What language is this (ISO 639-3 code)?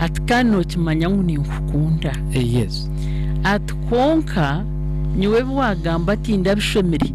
nyn